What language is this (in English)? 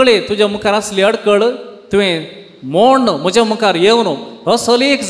Konkani